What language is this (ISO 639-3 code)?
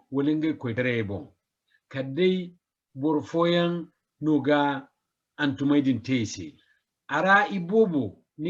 dje